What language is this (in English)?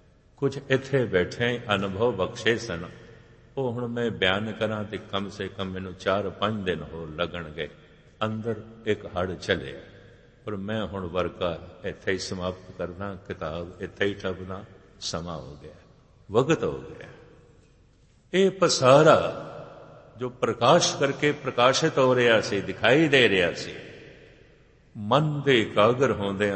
Punjabi